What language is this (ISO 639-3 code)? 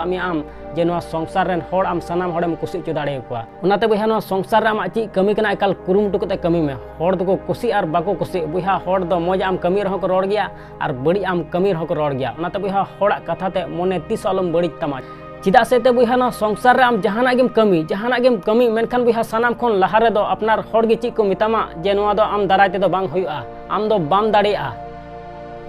sat